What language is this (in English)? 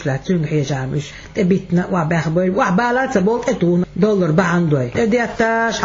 Chechen